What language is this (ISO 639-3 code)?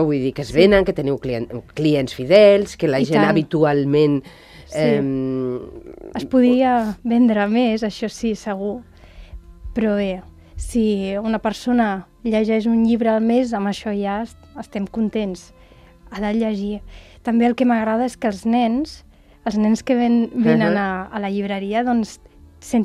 cat